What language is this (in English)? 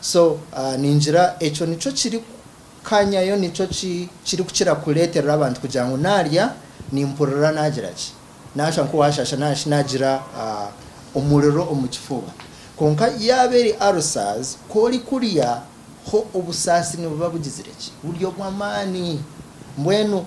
Nyankole